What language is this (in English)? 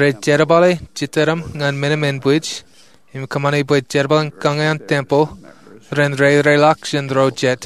Marshallese